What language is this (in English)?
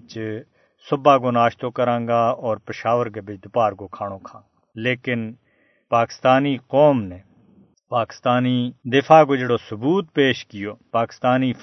Gujari